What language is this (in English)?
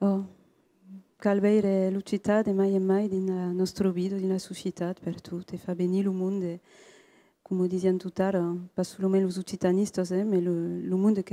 Occitan